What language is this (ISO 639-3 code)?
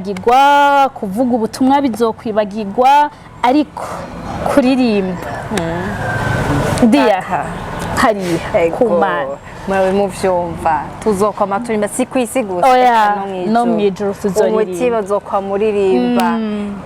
run